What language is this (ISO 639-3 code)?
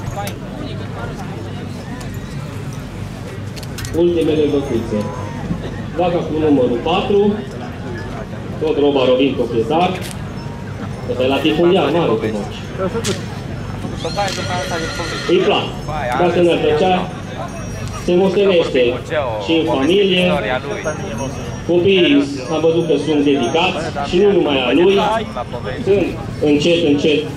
ron